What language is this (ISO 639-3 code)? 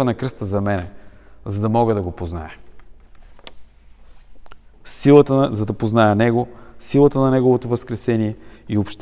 bul